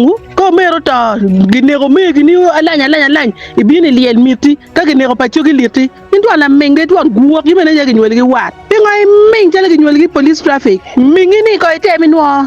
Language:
Acoli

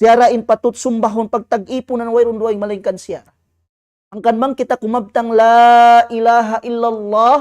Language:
Tausug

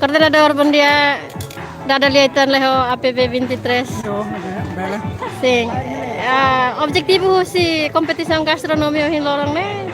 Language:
Tetum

